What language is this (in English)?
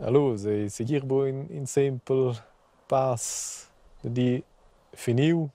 Romansh